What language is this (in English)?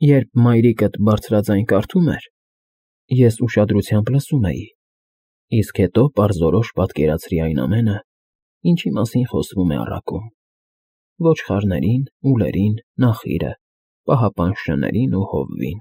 Armenian